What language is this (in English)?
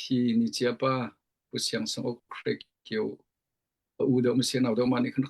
Hakha Chin